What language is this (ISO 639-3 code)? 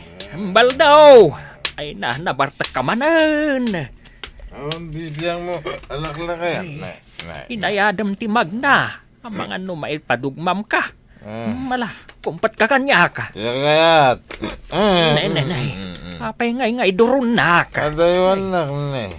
ilo